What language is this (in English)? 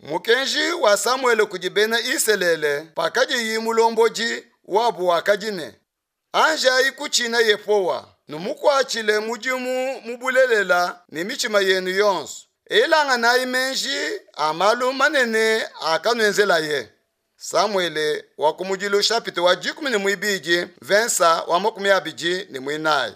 Luba-Lulua